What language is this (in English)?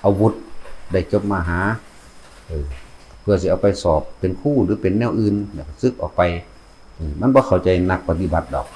Northeastern Thai